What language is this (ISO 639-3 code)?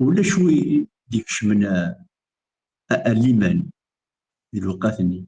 kab